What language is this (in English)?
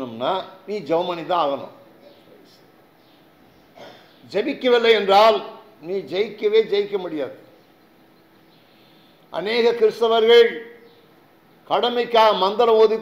Tamil